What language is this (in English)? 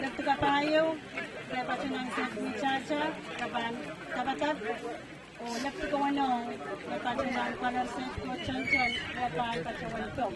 Pohnpeian